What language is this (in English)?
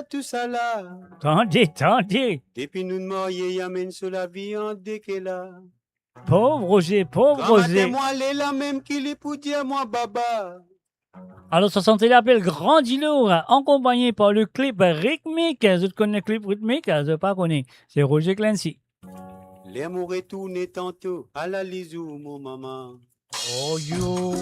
Morisyen